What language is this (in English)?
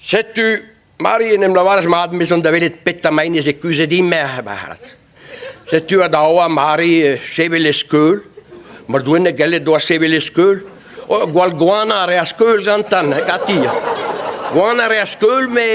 Breton